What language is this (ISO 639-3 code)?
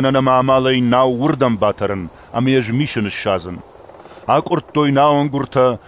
oss